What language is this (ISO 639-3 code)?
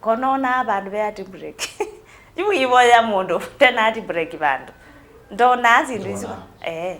kam